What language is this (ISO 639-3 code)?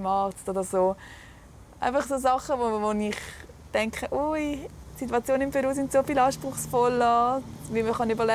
gsw